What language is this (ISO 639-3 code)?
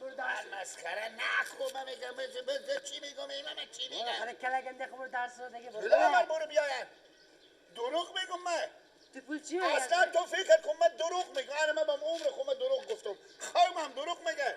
fas